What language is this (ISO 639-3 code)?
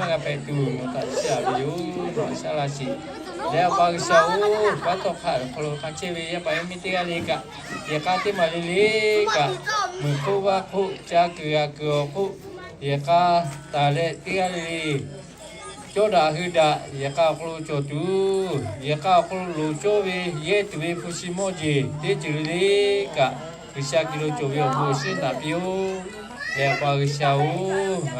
lhu